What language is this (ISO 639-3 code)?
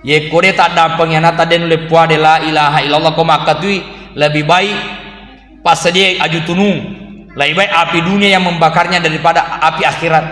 bug